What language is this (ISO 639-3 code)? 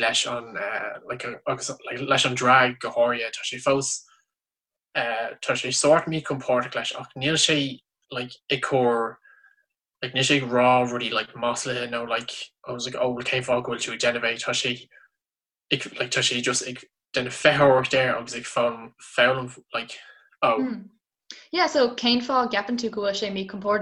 gle